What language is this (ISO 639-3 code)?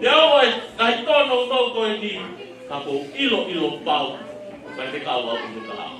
ton